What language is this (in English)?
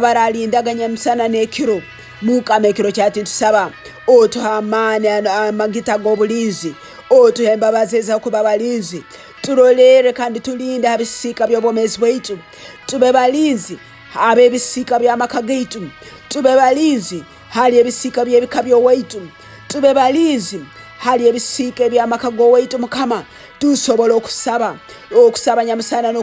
Tooro